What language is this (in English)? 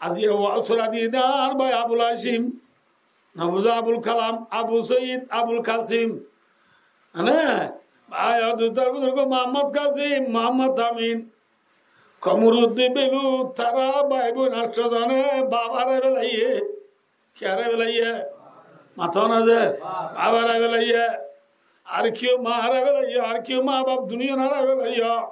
Rohingya